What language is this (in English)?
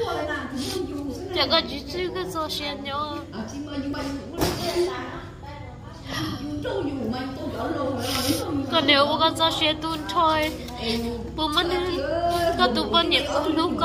Vietnamese